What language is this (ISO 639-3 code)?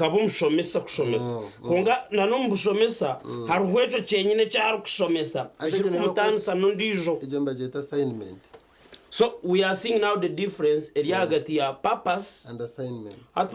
nyn